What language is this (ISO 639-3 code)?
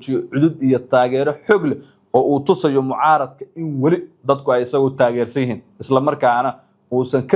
som